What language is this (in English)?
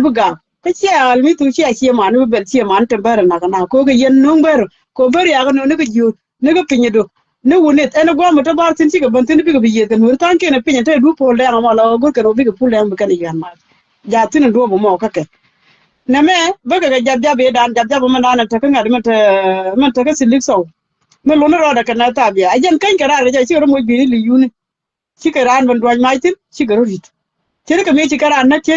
Nuer